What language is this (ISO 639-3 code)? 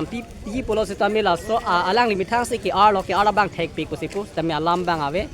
mjw